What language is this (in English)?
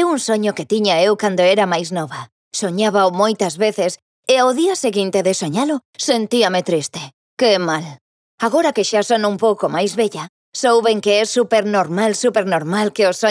Galician